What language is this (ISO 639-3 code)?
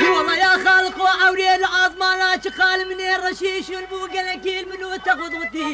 kur